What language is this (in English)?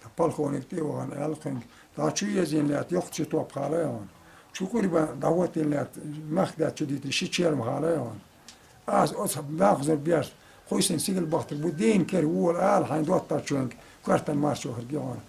Chechen